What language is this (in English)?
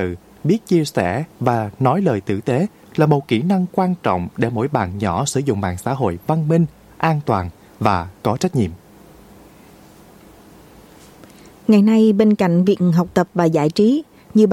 Vietnamese